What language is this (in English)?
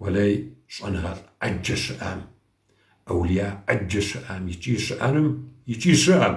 Kabardian